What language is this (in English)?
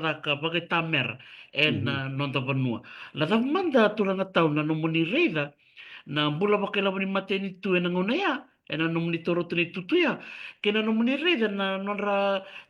Fijian